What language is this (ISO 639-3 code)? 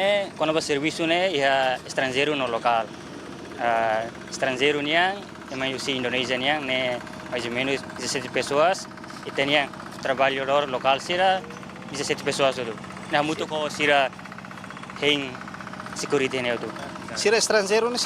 tet